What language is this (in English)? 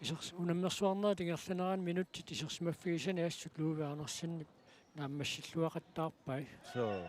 Kalaallisut